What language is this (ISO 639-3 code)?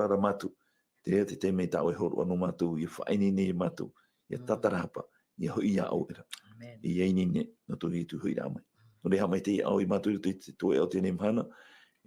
tah